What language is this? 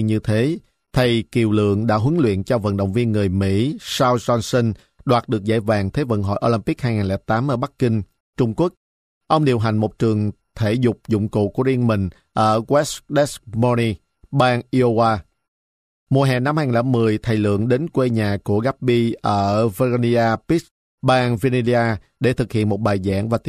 Vietnamese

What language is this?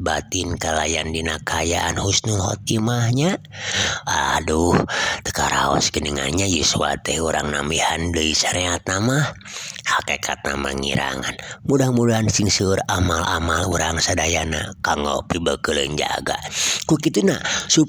Sundanese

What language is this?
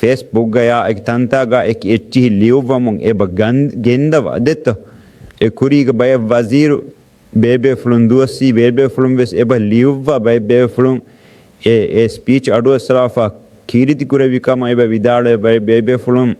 Divehi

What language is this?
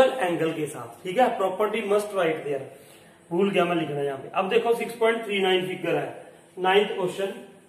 Hindi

